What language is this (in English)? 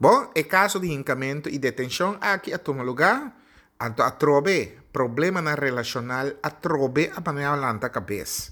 Papiamento